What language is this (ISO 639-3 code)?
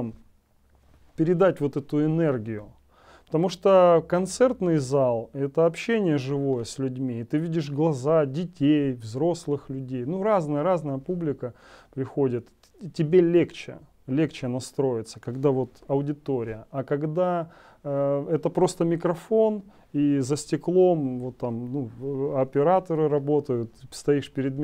rus